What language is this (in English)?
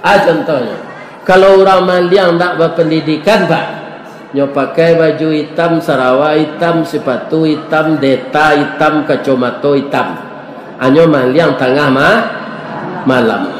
Minangkabau